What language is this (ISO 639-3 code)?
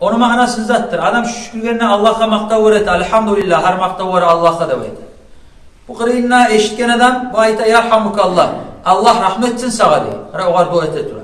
kum